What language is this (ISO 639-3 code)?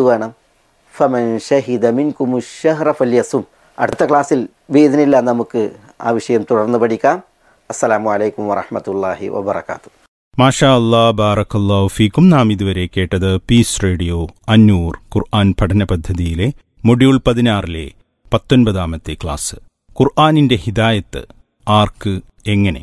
mal